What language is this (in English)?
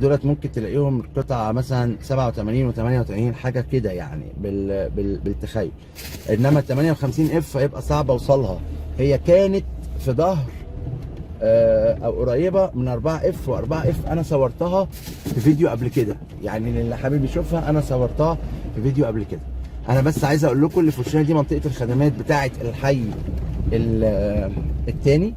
Egyptian Arabic